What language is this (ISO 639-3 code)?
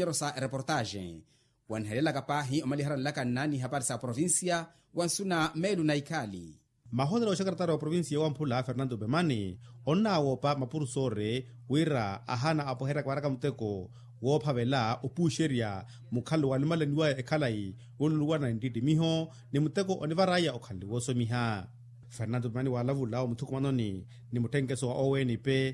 vmw